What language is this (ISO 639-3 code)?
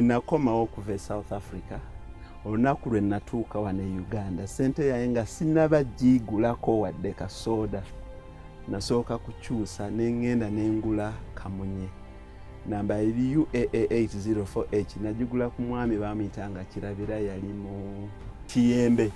lug